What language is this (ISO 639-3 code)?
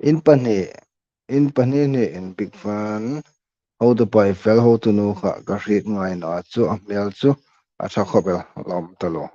hmr